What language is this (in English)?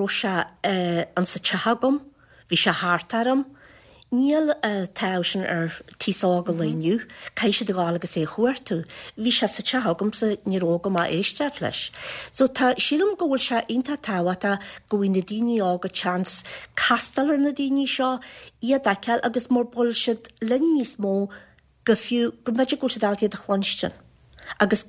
Irish